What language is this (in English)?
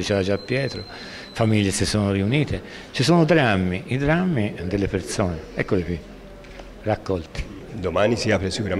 Italian